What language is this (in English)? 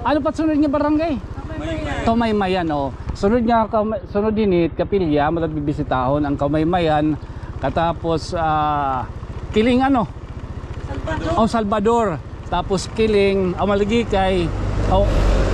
Waray